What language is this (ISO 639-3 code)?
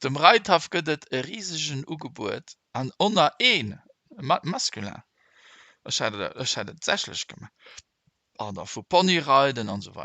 ltz